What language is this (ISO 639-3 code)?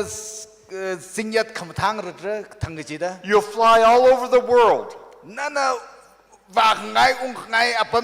nmf